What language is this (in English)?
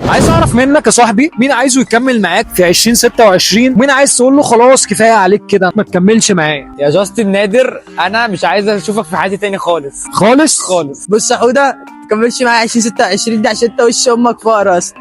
Egyptian Arabic